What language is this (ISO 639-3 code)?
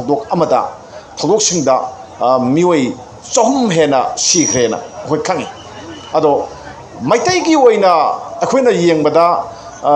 mni